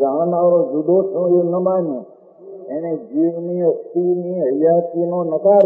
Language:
Gujarati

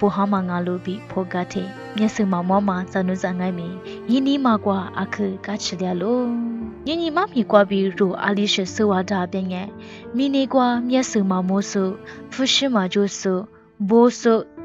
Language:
Lisu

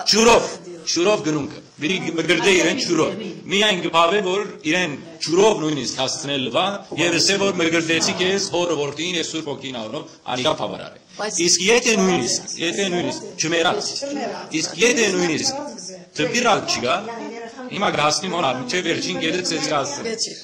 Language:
Western Armenian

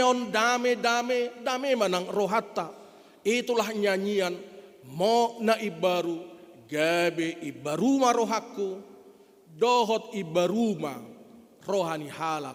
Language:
Batak Toba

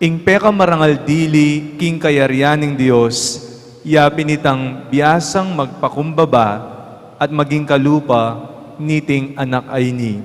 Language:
Pampanga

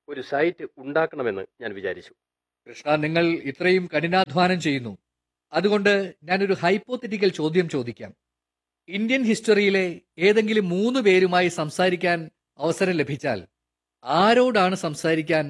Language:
Malayalam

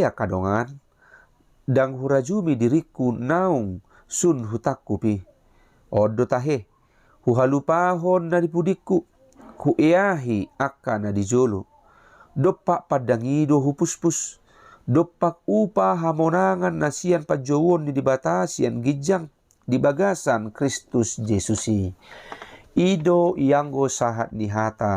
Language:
Batak Toba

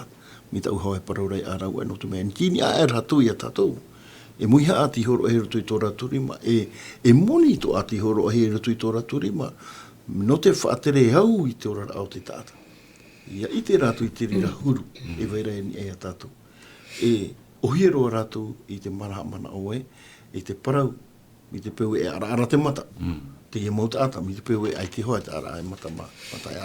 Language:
Tahitian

